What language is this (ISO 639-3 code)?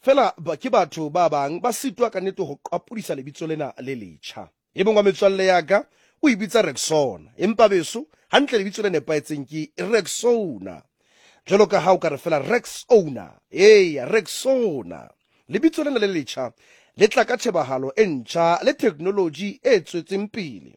sot